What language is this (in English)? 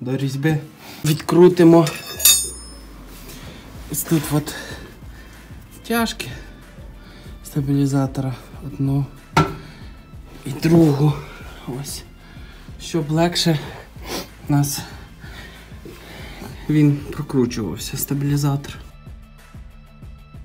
Ukrainian